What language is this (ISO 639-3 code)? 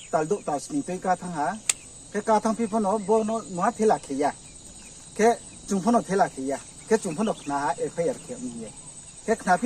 ria